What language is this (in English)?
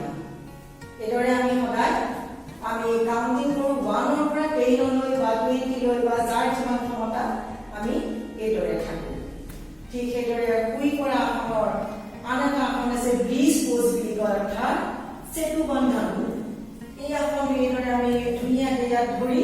Assamese